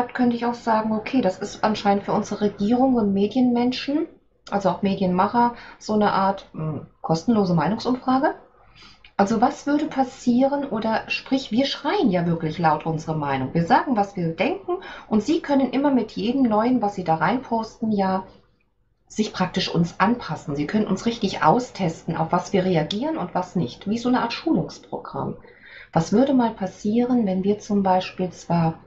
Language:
German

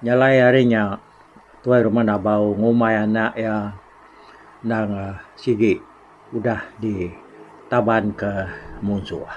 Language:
Iban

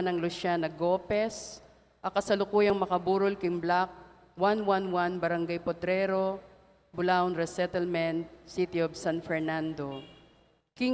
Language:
Pampanga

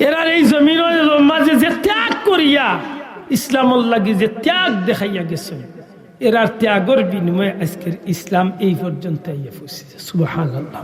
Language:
Sylheti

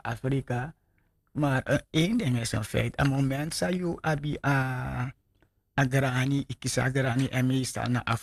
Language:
Sranan Tongo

